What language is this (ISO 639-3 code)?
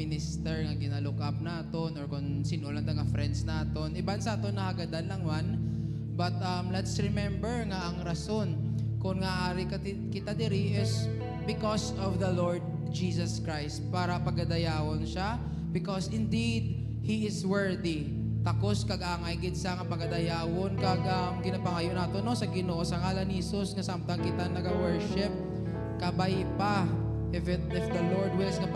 hil